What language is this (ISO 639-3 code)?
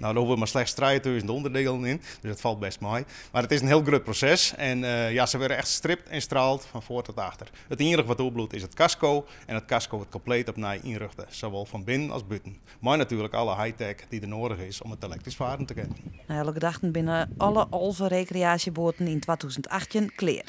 fry